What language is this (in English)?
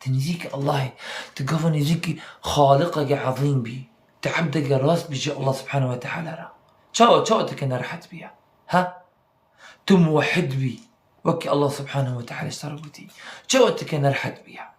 Kurdish